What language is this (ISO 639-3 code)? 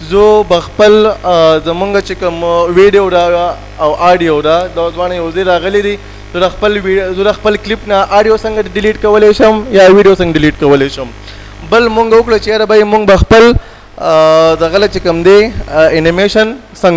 pus